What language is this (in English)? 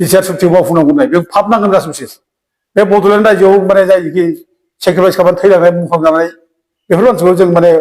Bodo